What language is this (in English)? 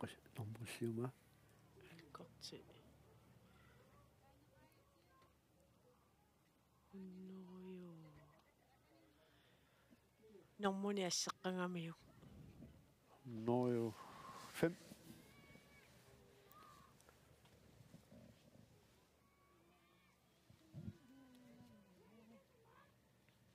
Kalaallisut